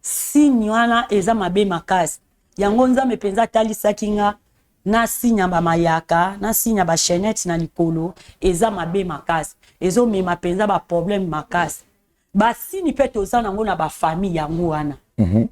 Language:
Lingala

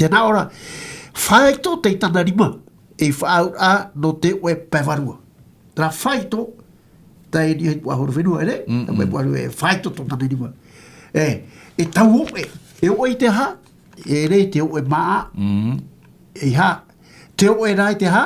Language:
Tahitian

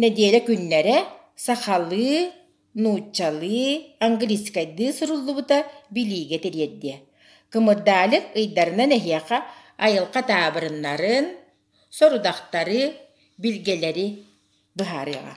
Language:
Yakut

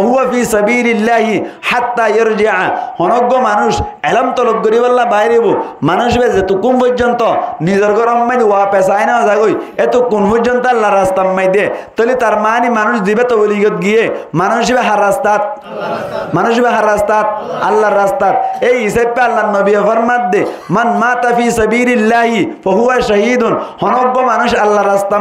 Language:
Rohingya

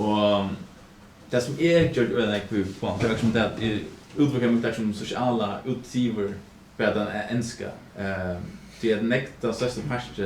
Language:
Faroese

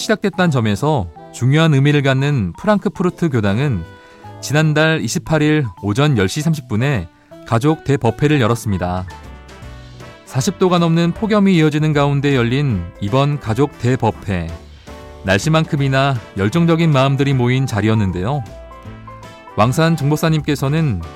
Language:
Korean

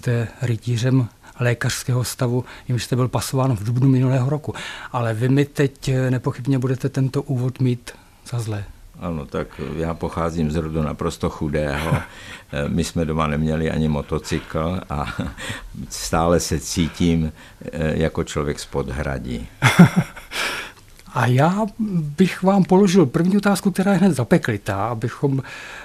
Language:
Czech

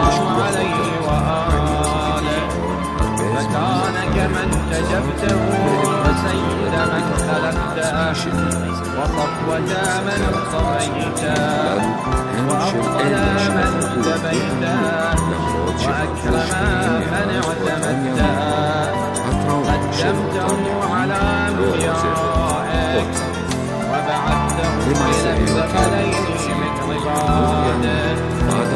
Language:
Arabic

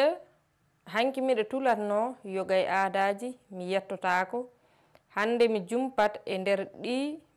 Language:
Fula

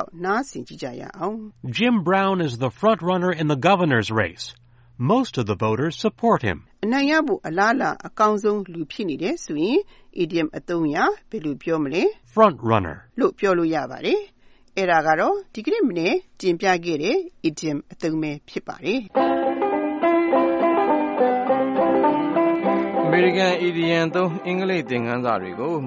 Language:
Burmese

